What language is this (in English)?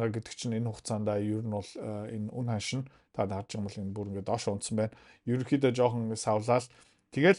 Mongolian